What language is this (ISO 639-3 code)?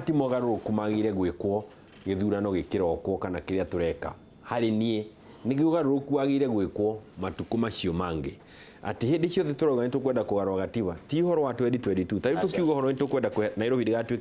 kik